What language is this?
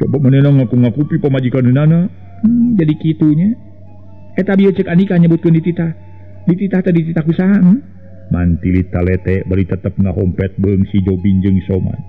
Sundanese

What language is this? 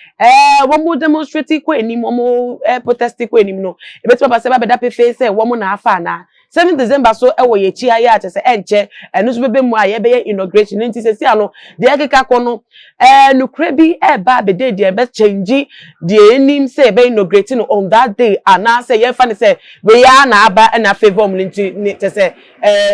Akan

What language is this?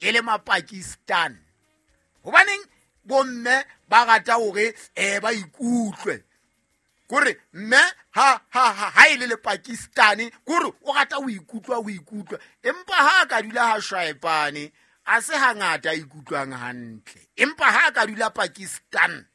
Southern Sotho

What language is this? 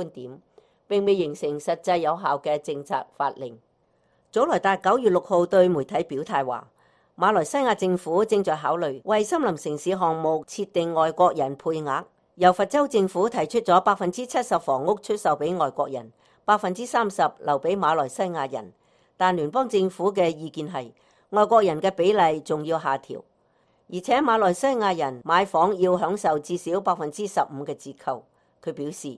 Cantonese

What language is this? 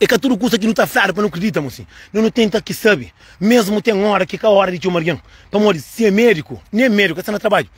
Kabuverdianu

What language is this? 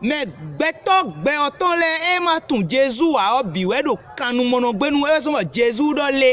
Fon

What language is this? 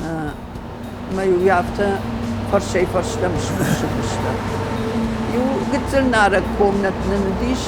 Ossetic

